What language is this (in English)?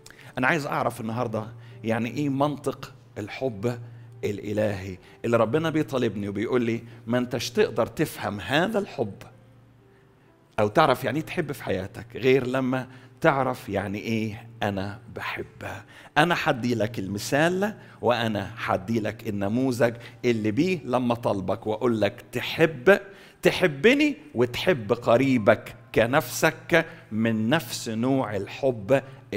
Egyptian Arabic